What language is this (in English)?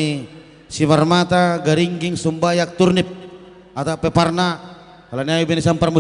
Batak Simalungun